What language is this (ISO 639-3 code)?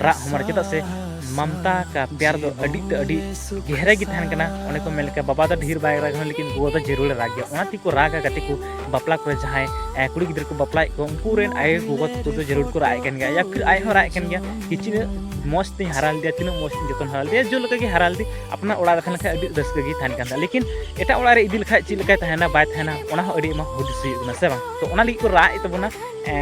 sat